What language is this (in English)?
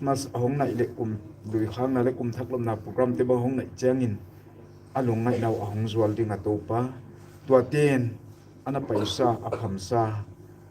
Paite Chin